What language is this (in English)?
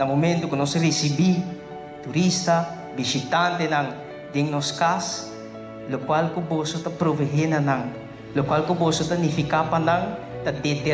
Papiamento